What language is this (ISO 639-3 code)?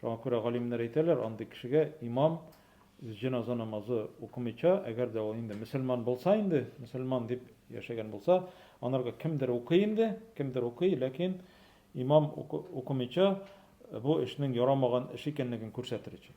tat